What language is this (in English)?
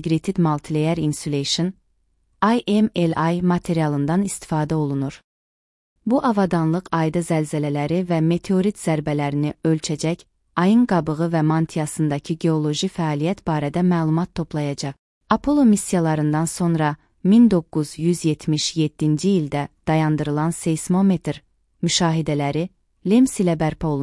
Azerbaijani